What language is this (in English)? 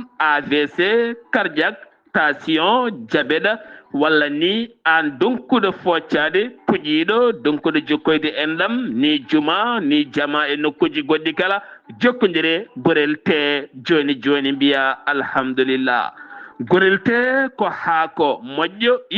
Fula